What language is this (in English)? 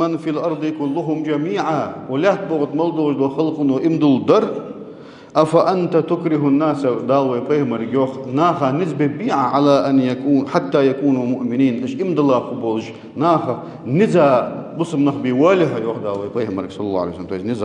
Ingush